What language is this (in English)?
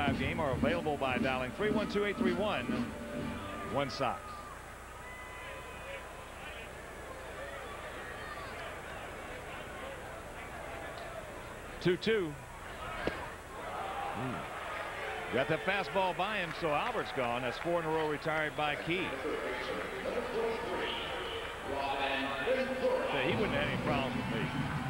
English